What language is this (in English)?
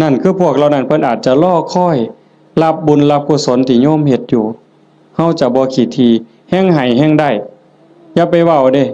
Northeastern Thai